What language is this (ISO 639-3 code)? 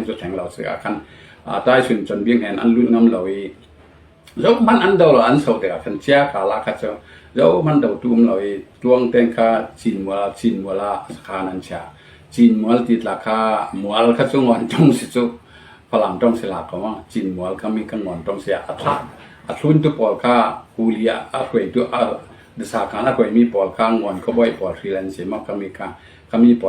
cfm